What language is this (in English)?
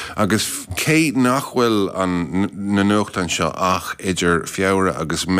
Irish